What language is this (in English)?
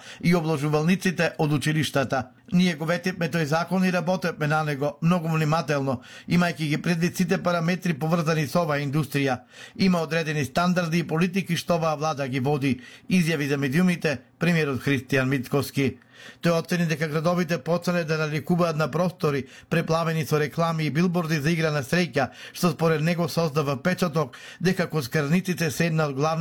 Macedonian